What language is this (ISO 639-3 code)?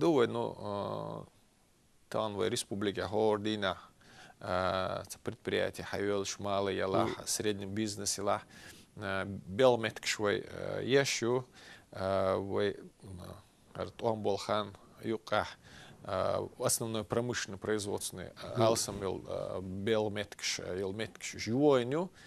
che